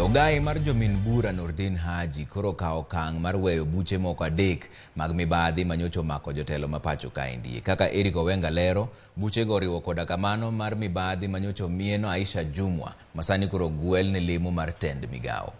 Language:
Luo (Kenya and Tanzania)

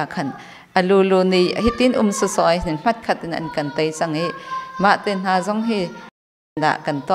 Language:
Hakha Chin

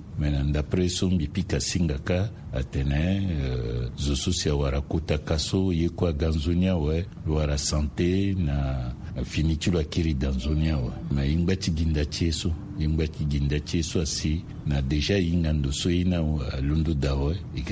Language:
Sango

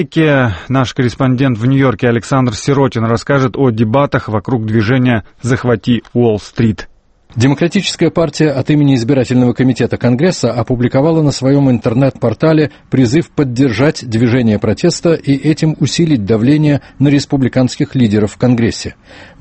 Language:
Russian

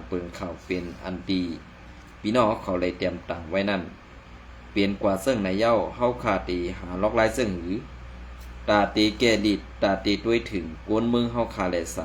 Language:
Shan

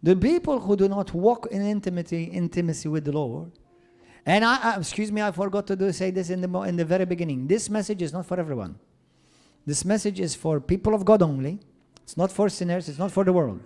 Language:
English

